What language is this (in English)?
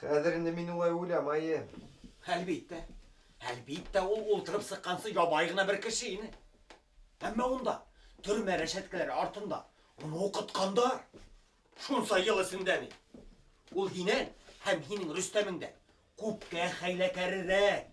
Bashkir